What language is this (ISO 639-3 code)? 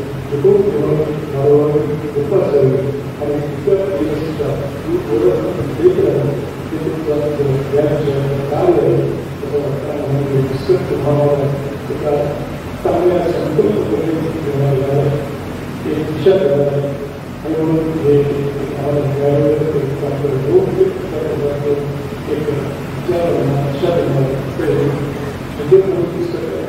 mar